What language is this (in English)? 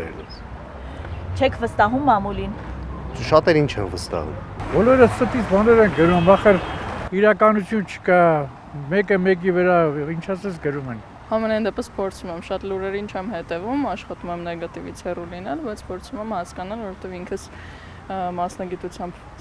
Armenian